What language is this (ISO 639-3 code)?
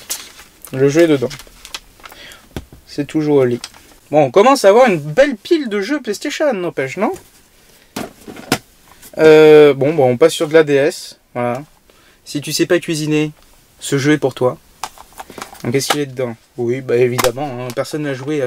fra